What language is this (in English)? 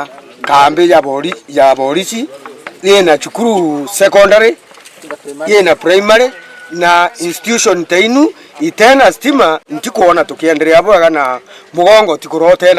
Meru